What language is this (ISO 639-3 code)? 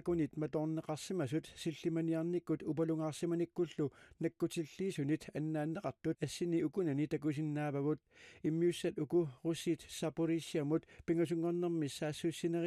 kal